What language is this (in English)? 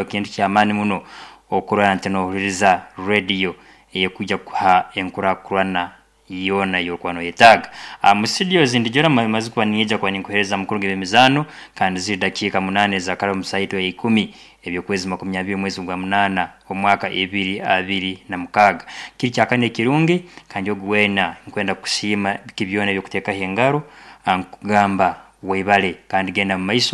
Nyankole